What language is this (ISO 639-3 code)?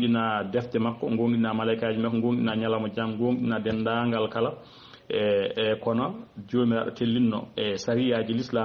ful